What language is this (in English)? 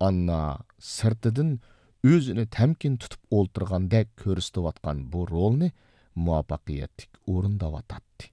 Uyghur